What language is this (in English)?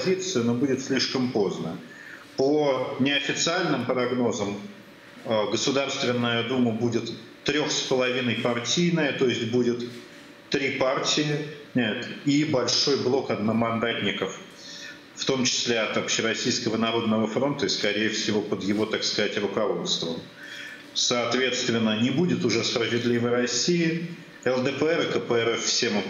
Russian